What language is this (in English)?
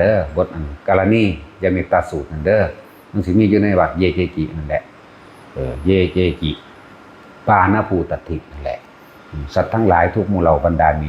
Northeastern Thai